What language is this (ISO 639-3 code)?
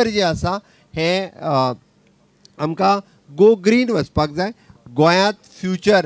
kok